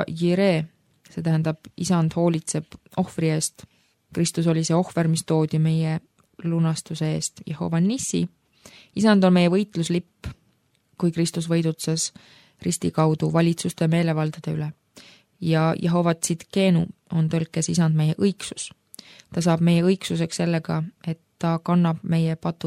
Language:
Estonian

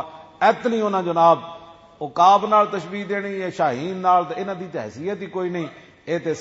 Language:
Western Panjabi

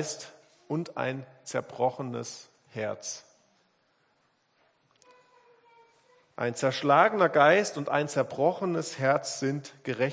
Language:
German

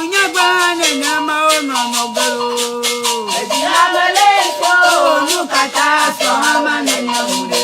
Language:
Ewe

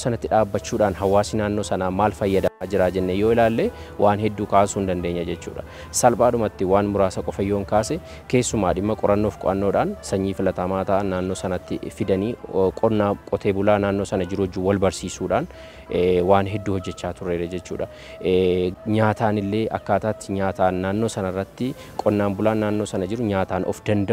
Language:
Oromo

